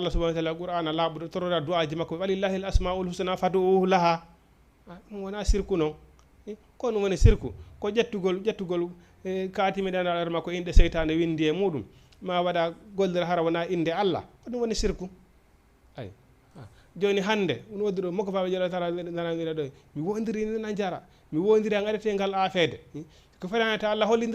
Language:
Fula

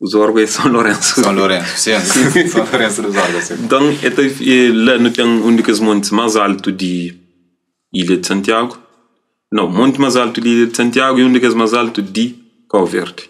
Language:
Kabuverdianu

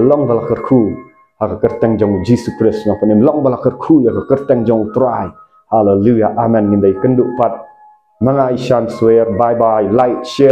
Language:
Khasi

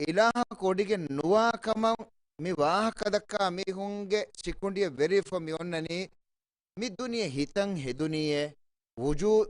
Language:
Divehi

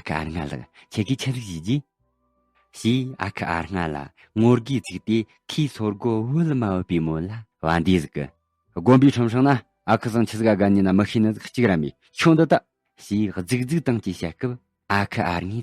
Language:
Tibetan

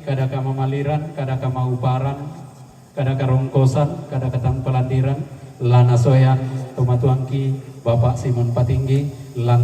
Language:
Toraja-Sa'dan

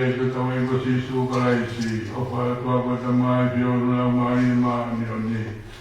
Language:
Tongan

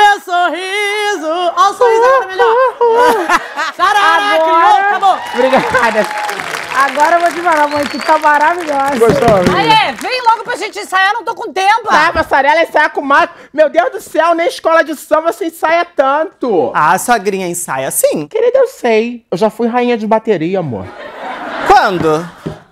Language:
Portuguese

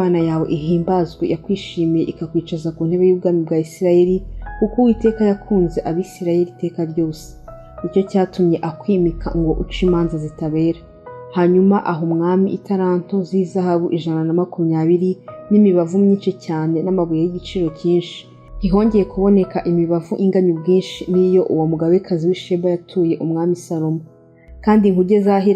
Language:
Kinyarwanda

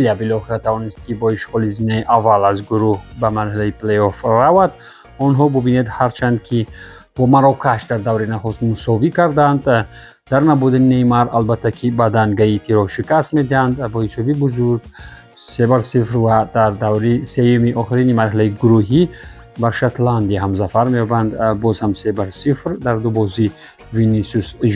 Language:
Tajik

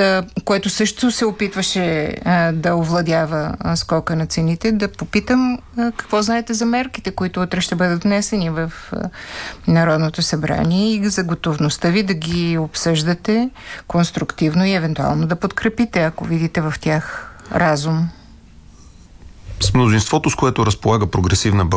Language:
Bulgarian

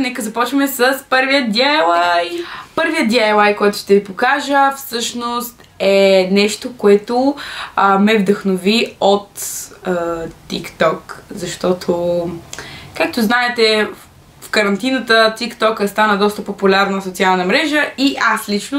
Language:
Bulgarian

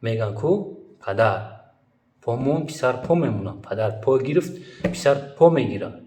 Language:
Tajik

